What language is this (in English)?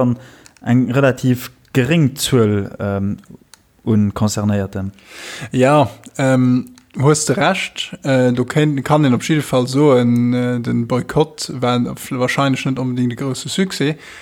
Luxembourgish